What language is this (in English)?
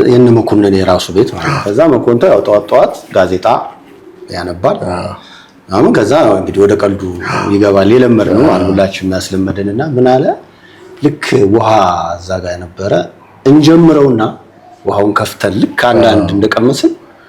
Amharic